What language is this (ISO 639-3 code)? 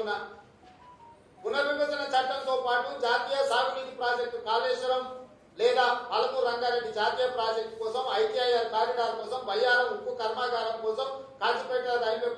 tel